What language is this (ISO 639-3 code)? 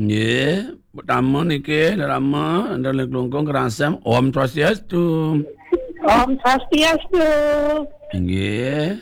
ban